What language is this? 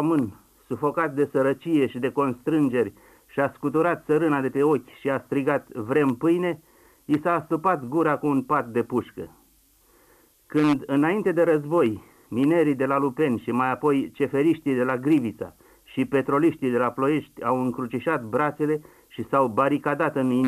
Romanian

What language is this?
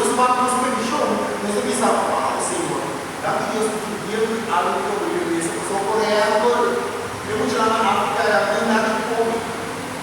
Papiamento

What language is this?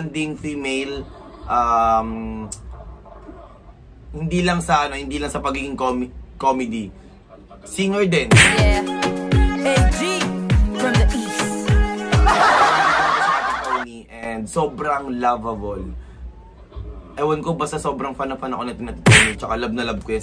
Filipino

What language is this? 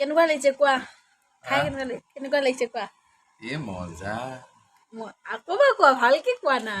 Assamese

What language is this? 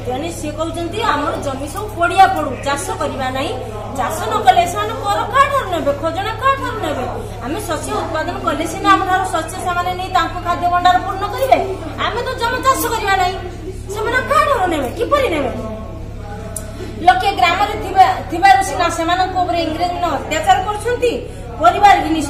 Odia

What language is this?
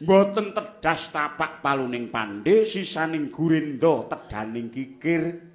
Javanese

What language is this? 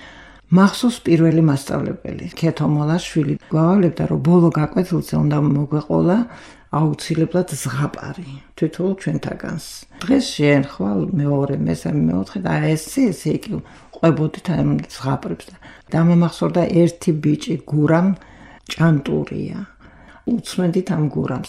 Georgian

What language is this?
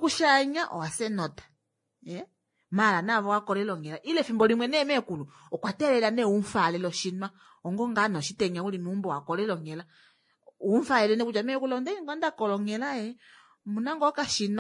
Kuanyama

